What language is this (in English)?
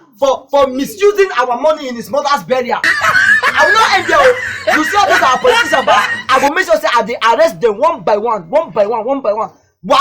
Nigerian Pidgin